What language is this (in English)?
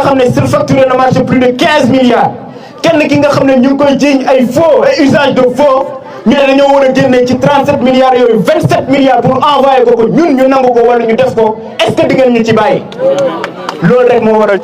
Wolof